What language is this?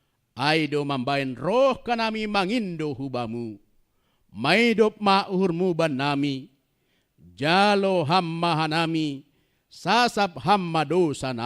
Batak Simalungun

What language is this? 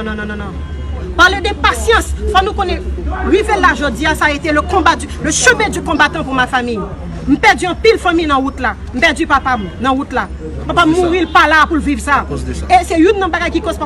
Haitian Creole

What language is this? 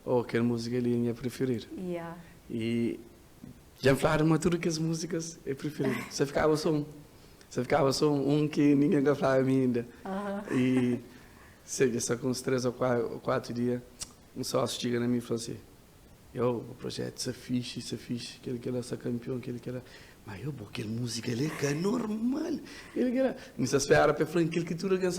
Kabuverdianu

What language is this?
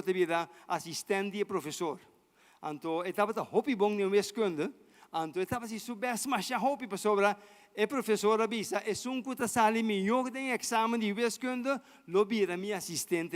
Papiamento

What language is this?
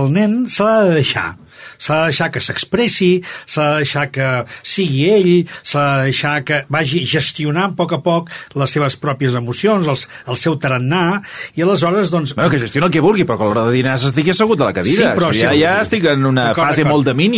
Catalan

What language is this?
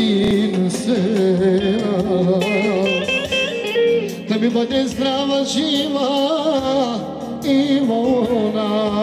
Bulgarian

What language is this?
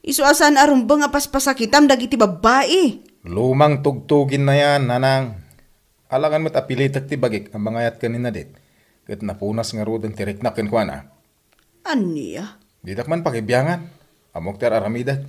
Iloko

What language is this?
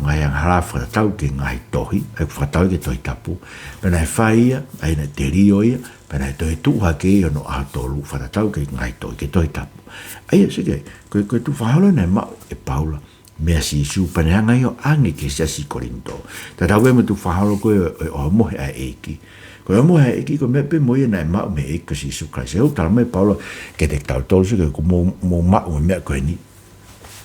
Tongan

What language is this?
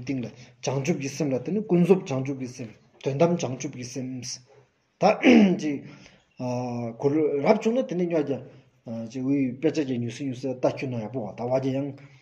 Stod Bhoti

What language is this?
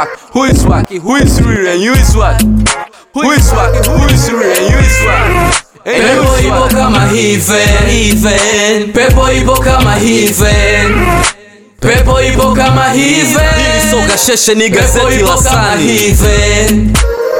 Swahili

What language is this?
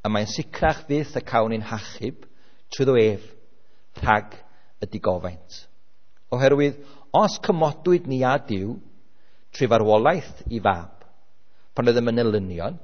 Welsh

